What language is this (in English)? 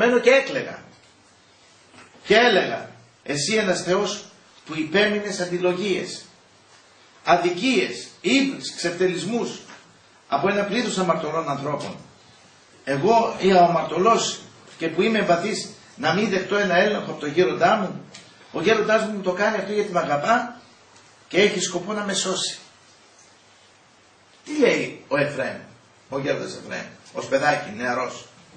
Greek